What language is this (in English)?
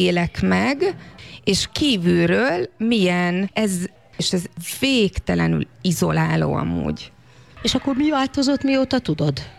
Hungarian